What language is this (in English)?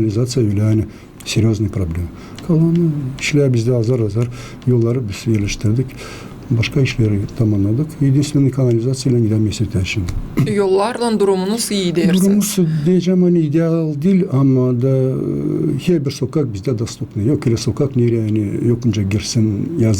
Gagauz